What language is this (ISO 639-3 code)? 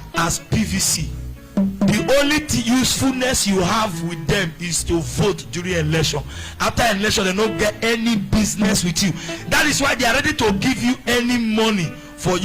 pcm